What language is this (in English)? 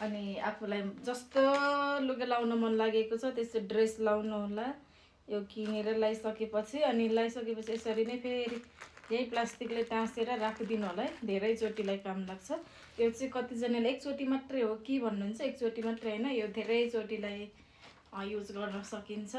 Nepali